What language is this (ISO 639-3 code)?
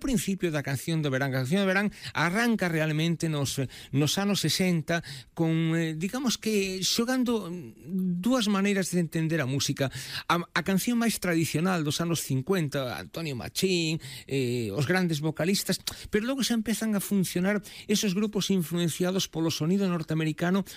glg